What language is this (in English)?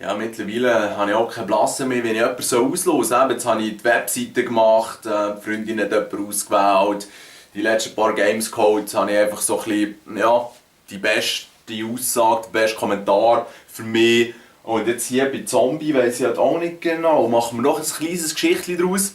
Swiss German